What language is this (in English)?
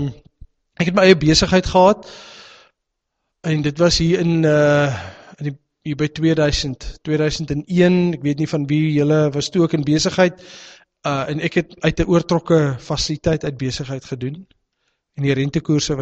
Afrikaans